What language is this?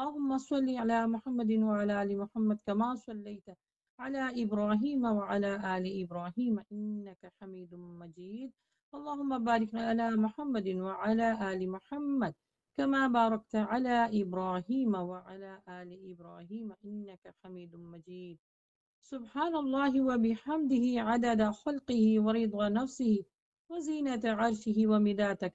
Urdu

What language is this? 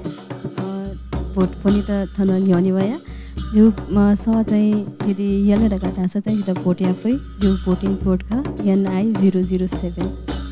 Newari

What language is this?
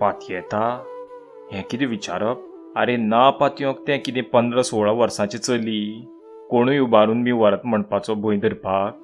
Konkani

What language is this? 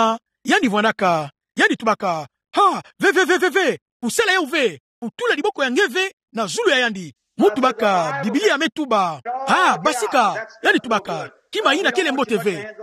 Kituba (Democratic Republic of Congo)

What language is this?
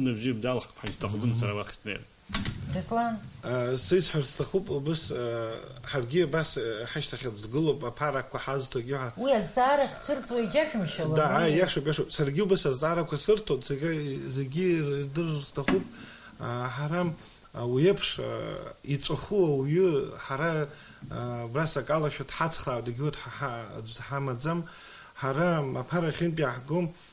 Abkhazian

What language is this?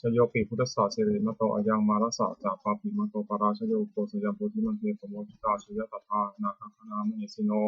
Pali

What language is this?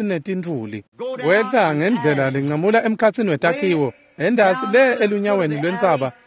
Swati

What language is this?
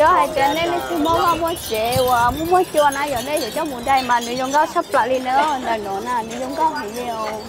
Hmong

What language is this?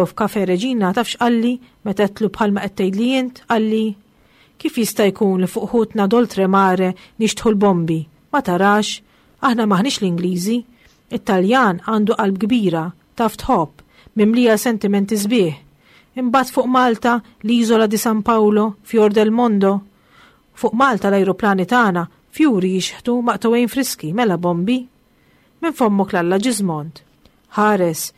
Maltese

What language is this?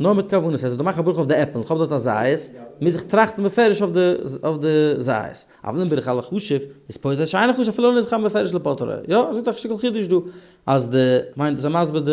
Yiddish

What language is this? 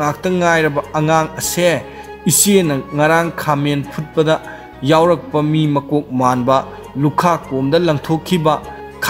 Manipuri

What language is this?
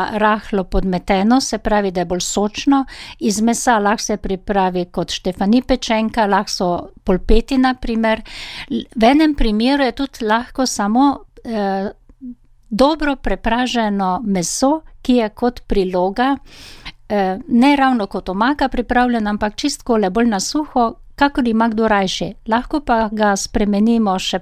Slovenian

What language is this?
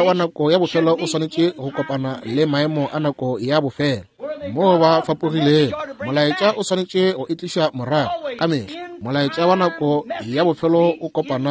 Northern Sotho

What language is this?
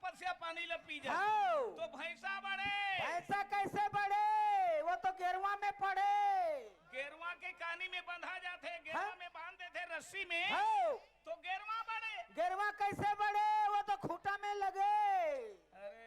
Chhattisgarhi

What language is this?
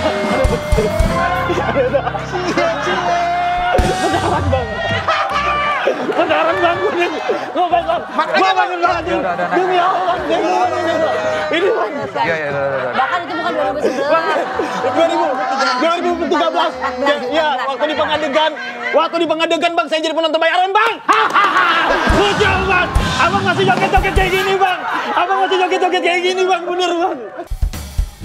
Indonesian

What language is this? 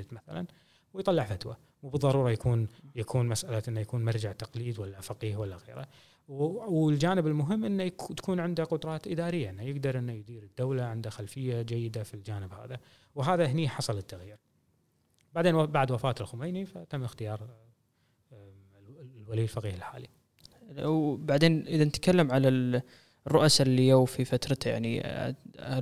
Gulf Arabic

